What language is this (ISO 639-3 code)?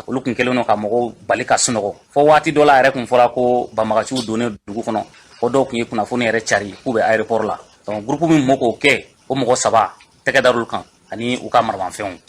bam